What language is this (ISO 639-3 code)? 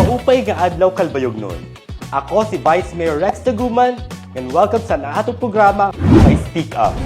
war